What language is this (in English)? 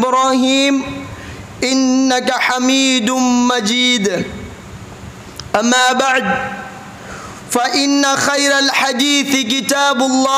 Malayalam